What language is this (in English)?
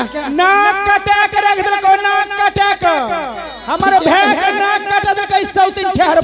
Angika